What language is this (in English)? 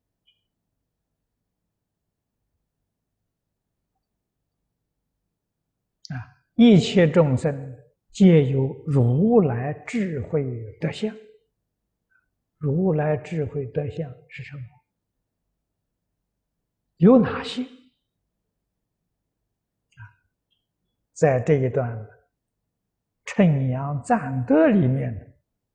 Chinese